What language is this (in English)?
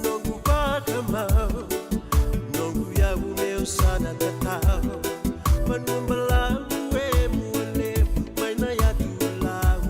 Fijian